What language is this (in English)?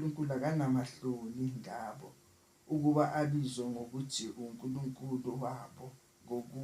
Zulu